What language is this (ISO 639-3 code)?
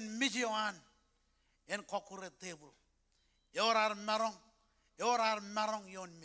mah